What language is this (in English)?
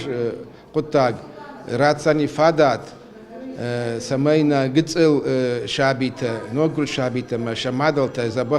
Ossetic